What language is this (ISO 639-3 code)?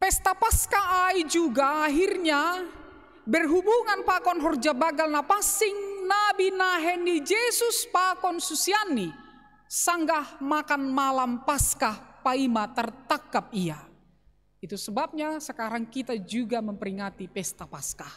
bts